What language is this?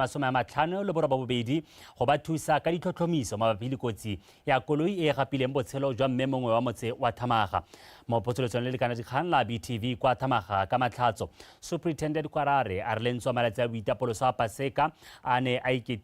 Tswana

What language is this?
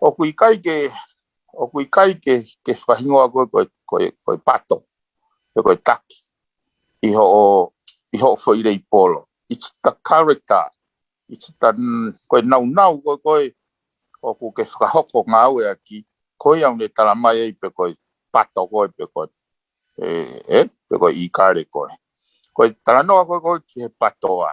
Tongan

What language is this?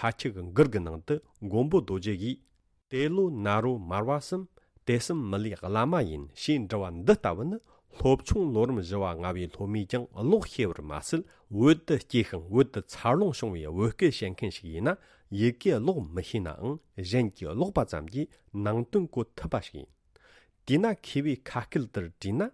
Tibetan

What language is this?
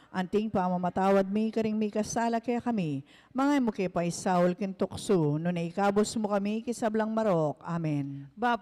Pampanga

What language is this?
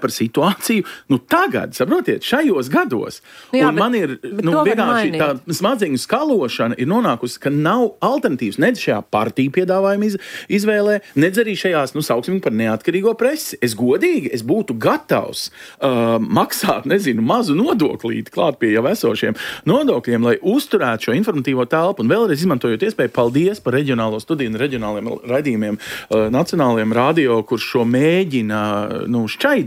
Latvian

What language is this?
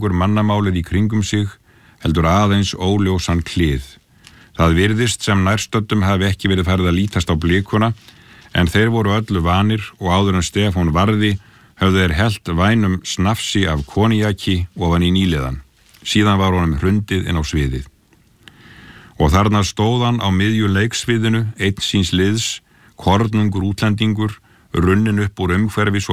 Icelandic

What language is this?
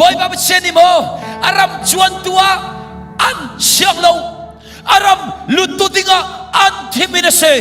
Hakha Chin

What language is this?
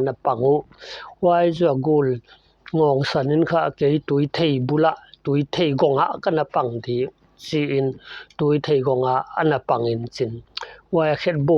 Paite Chin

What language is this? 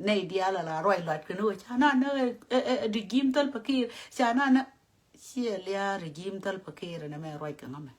Nuer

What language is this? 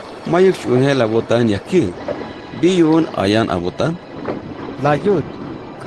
Tzeltal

